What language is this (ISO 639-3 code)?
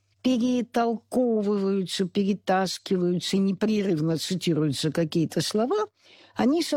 rus